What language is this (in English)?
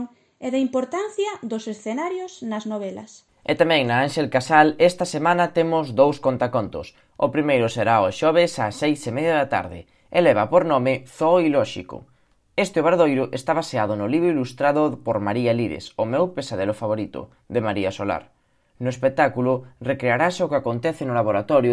Galician